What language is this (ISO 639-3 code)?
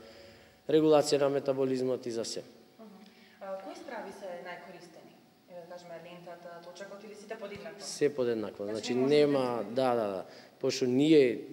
mkd